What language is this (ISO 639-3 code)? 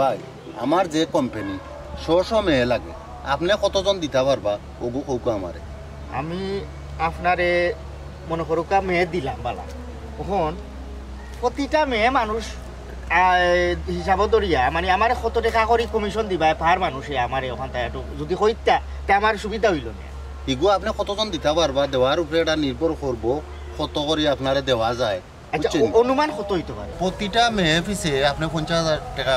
syl